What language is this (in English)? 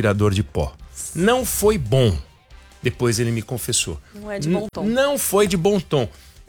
Portuguese